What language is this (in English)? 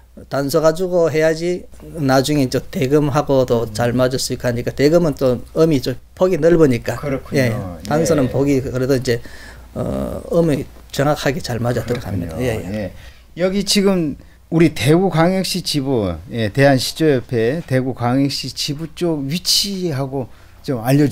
Korean